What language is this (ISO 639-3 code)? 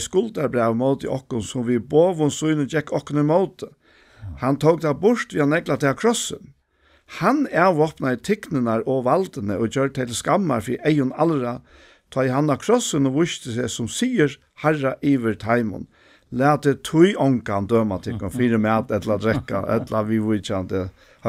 fao